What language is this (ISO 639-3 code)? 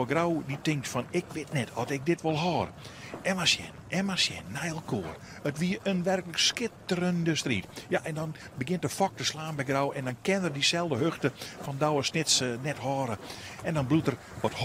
fry